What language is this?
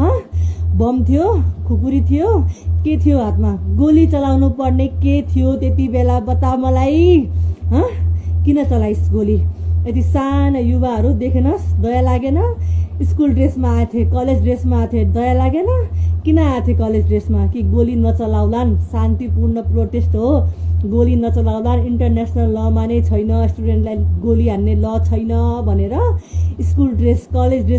Nepali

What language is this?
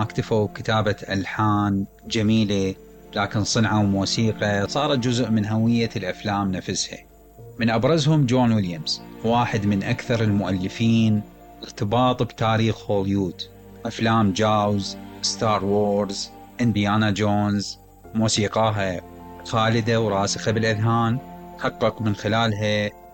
Mesopotamian Arabic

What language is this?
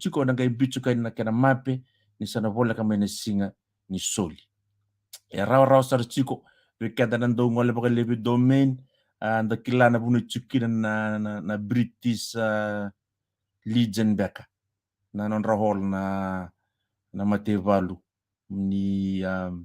Fijian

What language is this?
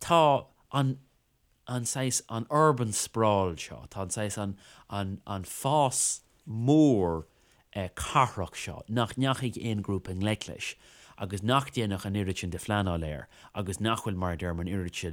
Irish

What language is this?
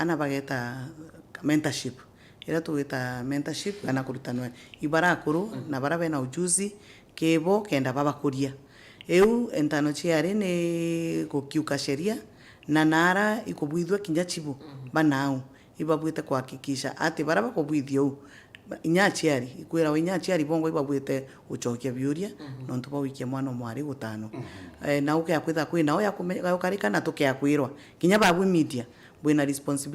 Meru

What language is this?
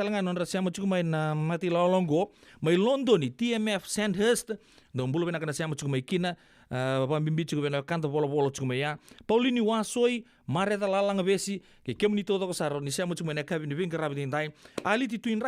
Fijian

